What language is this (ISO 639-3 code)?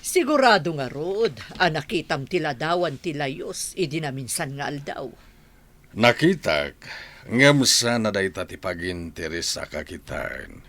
ilo